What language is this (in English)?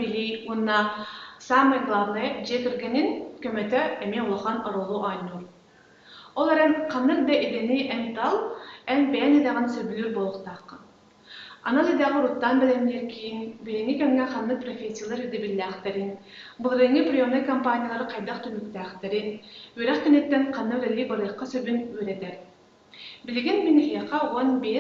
Yakut